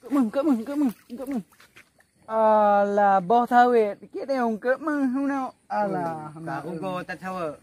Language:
Achinese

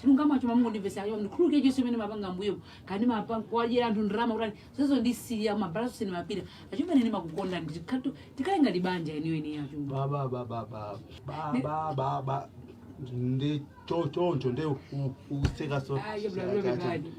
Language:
Nyanja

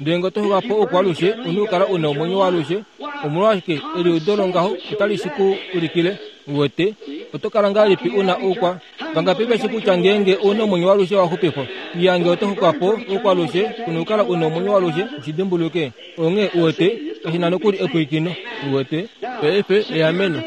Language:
Kuanyama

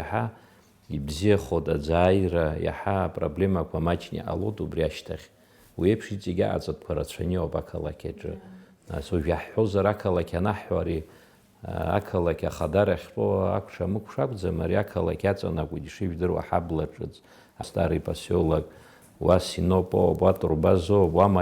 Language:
Abkhazian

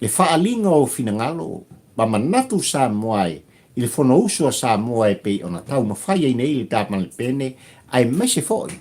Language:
Samoan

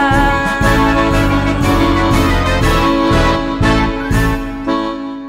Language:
Kannada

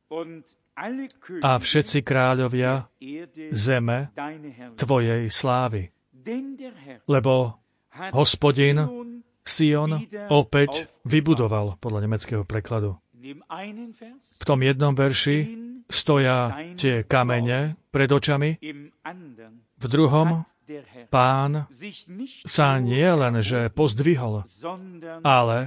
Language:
Slovak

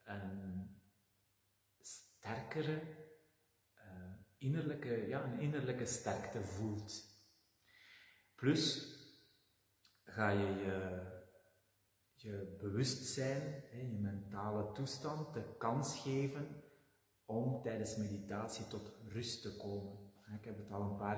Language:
Dutch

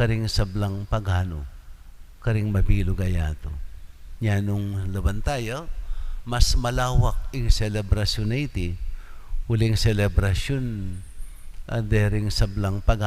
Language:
Pampanga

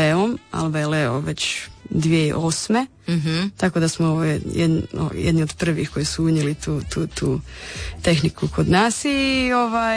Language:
Croatian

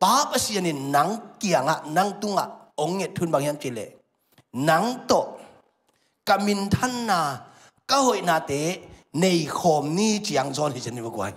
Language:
Tedim Chin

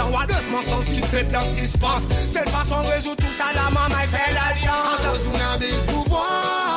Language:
Seselwa Creole French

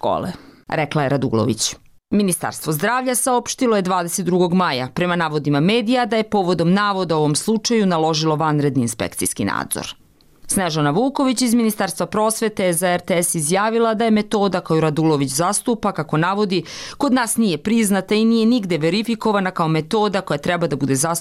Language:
Serbian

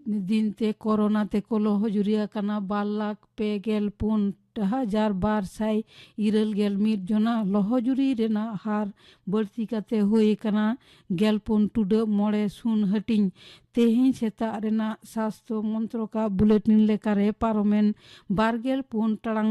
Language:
Santali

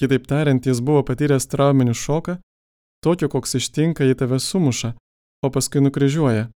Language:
Lithuanian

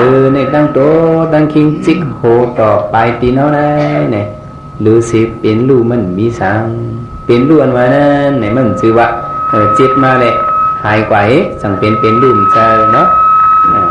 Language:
Shan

